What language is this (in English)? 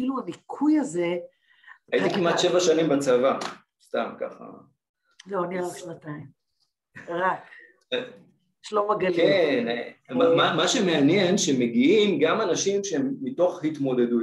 Hebrew